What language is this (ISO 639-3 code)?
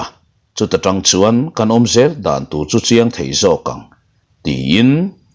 lus